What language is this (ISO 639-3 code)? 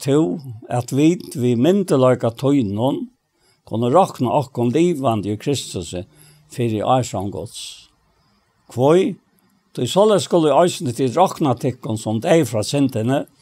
fao